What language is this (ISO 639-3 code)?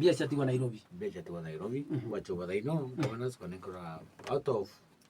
mer